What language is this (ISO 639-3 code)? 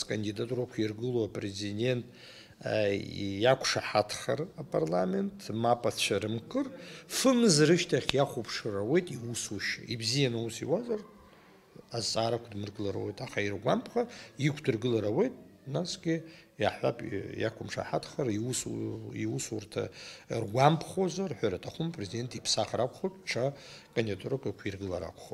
abk